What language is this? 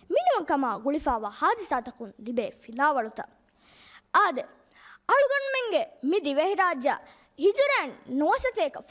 Divehi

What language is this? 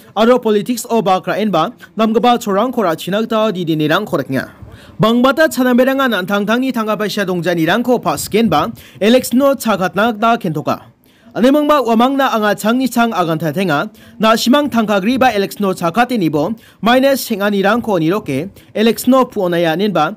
Garo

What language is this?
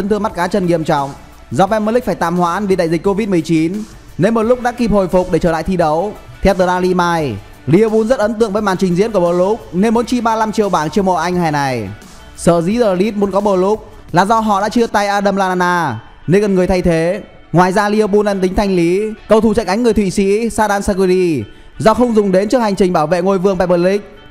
Vietnamese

